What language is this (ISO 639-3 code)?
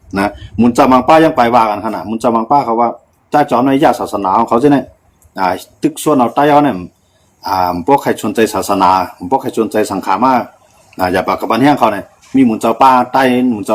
shn